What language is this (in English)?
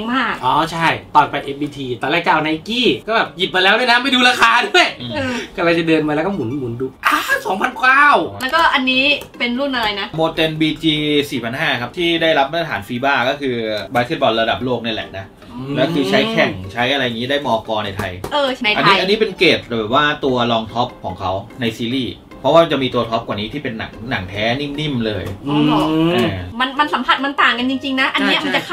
Thai